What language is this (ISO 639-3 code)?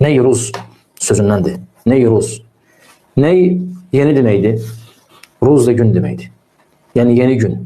aze